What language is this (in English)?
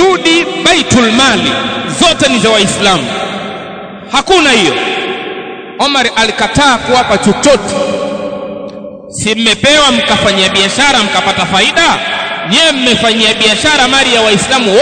Swahili